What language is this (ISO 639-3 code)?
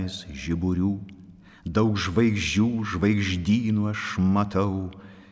lit